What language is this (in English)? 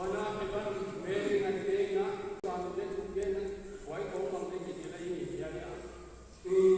Paite Chin